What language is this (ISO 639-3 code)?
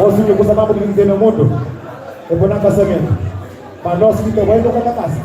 kea